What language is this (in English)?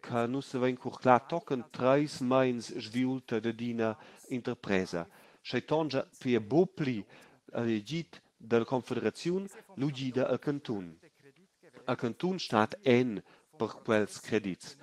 Romansh